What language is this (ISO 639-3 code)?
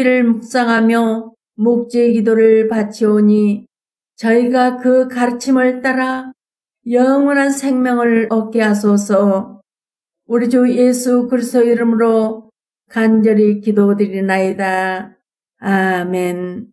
kor